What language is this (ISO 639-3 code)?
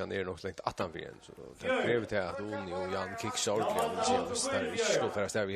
fao